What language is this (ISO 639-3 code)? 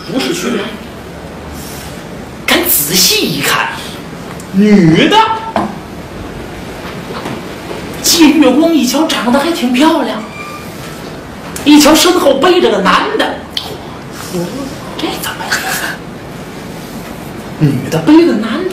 zho